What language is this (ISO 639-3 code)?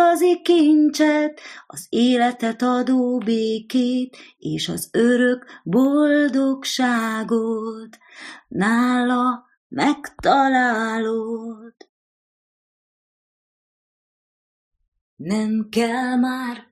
hun